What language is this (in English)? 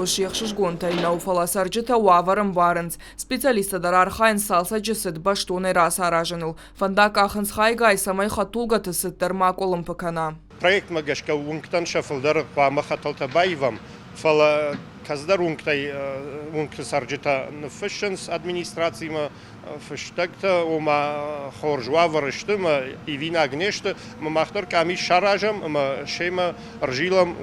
Ossetic